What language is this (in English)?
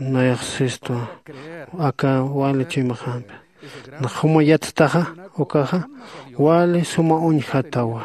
Aymara